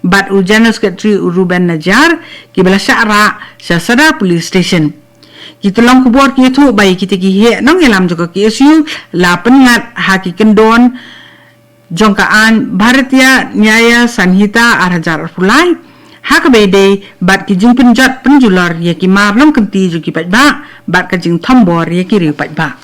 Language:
Khasi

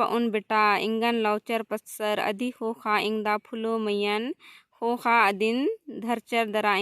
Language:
Kurukh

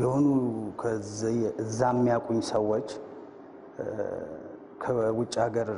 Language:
Amharic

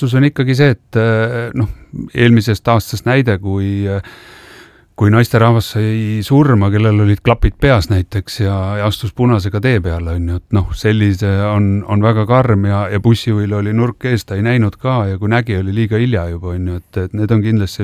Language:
Estonian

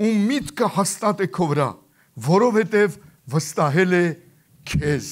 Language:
Armenian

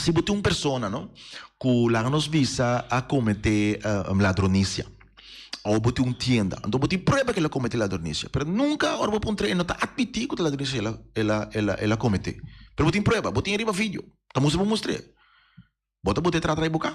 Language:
Papiamento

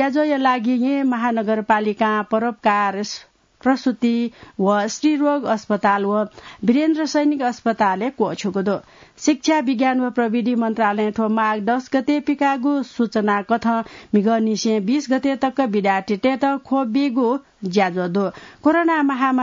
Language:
Newari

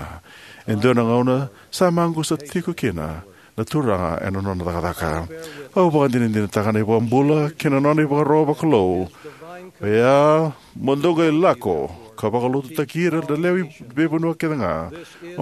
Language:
Fijian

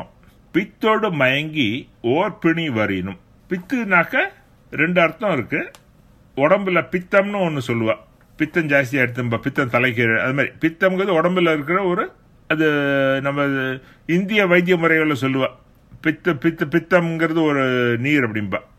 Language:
Tamil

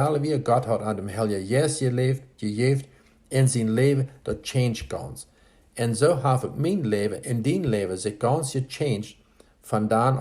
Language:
Plautdietsch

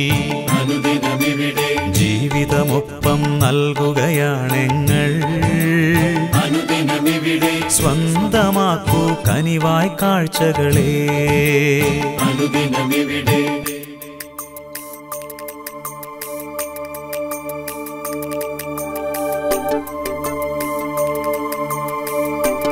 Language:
Malayalam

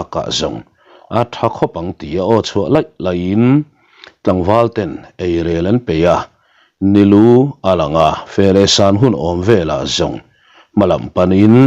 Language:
Mizo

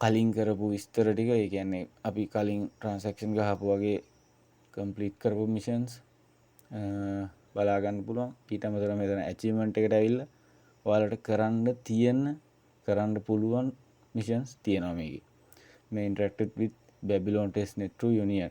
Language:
Sinhala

